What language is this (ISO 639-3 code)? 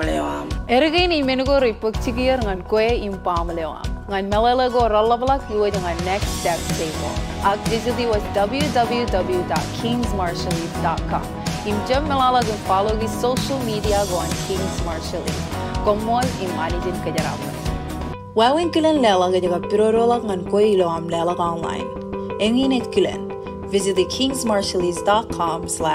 mah